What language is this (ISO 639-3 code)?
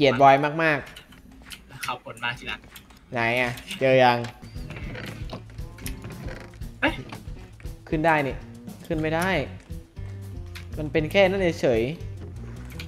tha